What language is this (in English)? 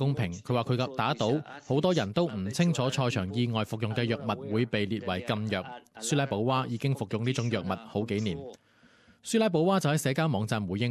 Cantonese